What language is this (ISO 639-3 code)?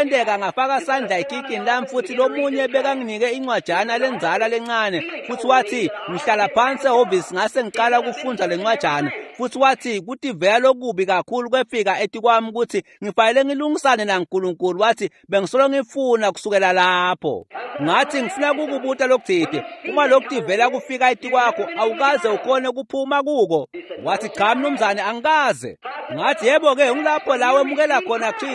ssw